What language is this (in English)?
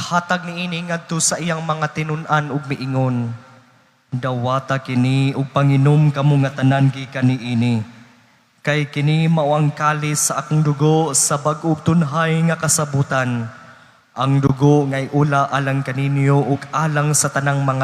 Cebuano